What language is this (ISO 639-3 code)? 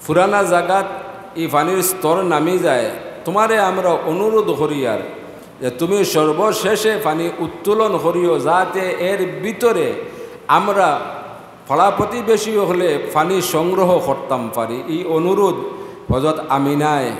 syl